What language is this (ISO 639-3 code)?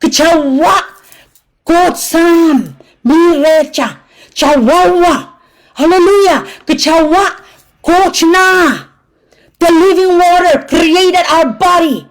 pon